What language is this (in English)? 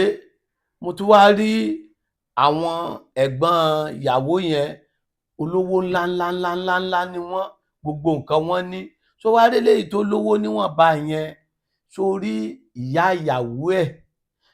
Yoruba